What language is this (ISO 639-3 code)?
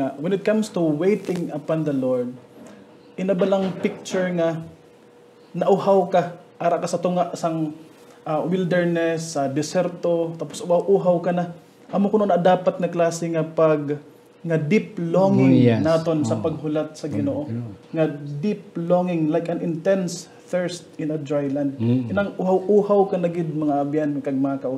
hil